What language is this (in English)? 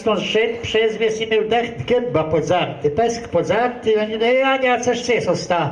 Kashubian